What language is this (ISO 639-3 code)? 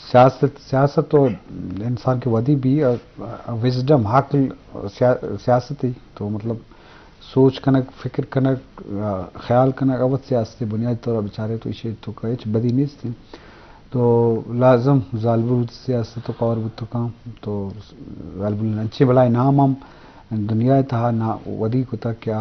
bgp